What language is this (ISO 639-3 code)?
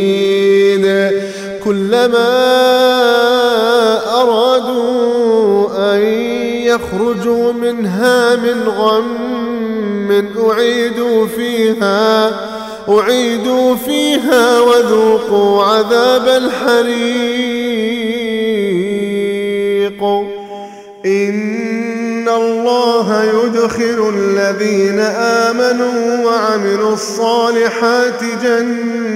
ara